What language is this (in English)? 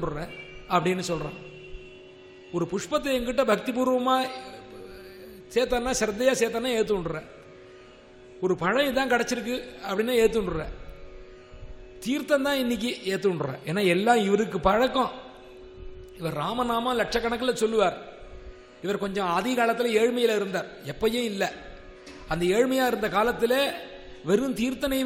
Tamil